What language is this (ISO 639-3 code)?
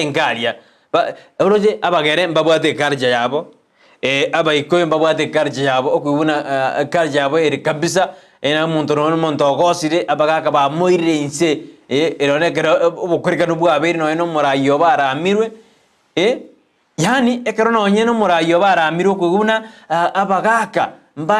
guz